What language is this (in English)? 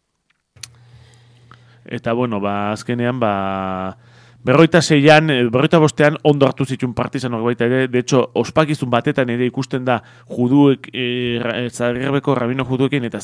Basque